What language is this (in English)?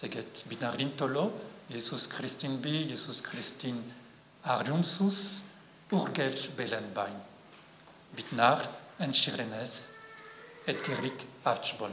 Breton